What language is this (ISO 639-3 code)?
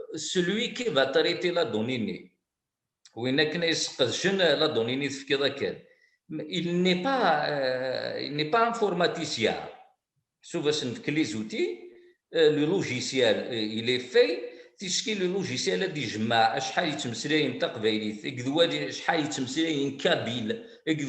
kab